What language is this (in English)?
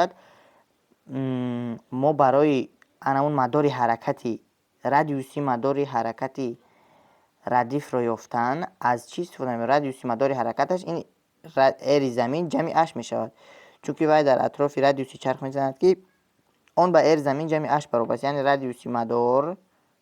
Tajik